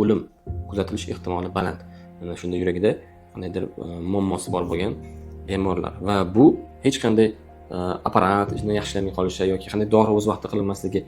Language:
Uzbek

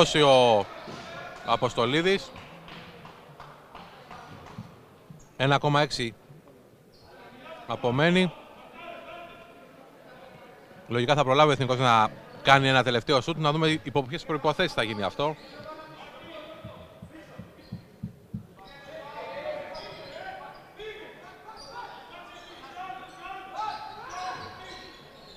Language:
Greek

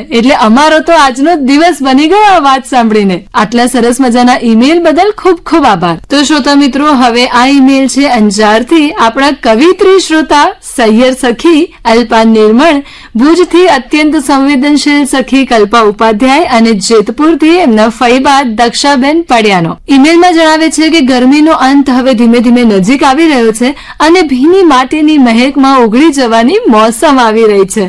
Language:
Gujarati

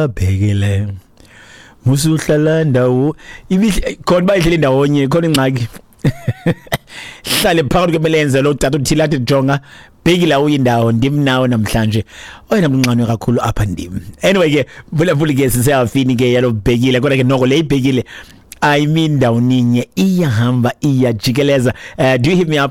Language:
Xhosa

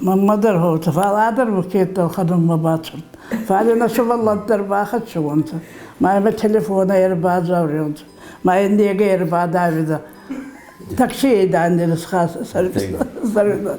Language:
Ossetic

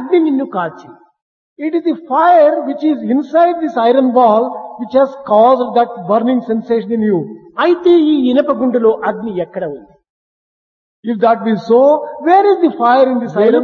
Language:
Telugu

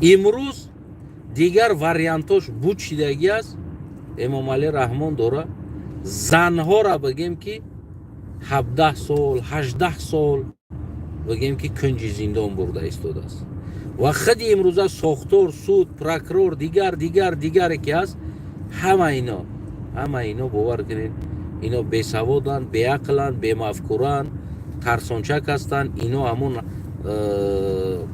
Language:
Tajik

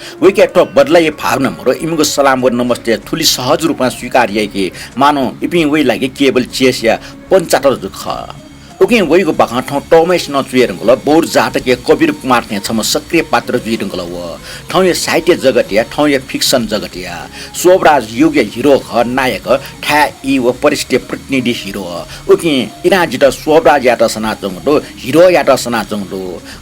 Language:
Newari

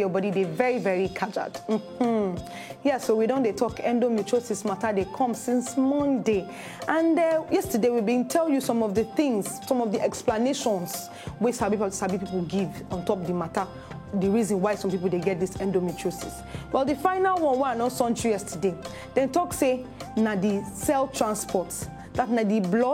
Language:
Nigerian Pidgin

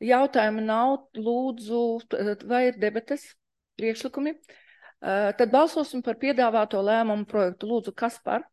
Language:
Latvian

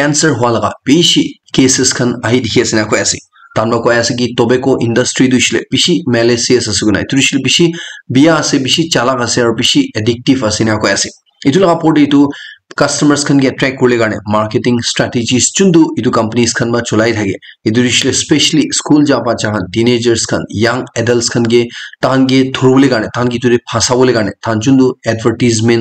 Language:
Naga Pidgin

